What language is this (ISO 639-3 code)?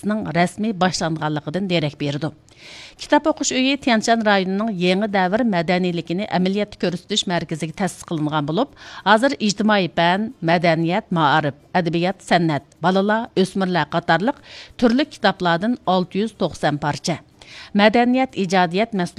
uig